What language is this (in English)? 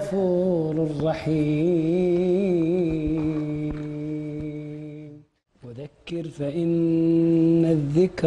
Arabic